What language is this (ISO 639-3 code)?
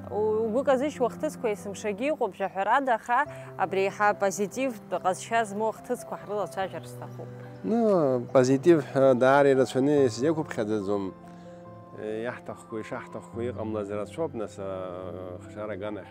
abk